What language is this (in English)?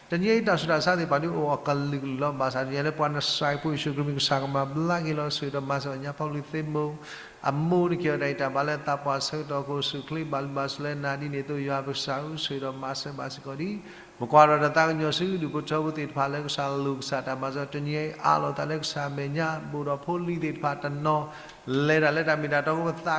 S'gaw Karen